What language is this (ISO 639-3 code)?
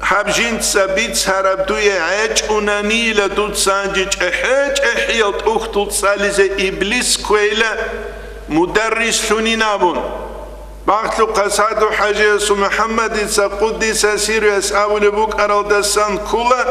ava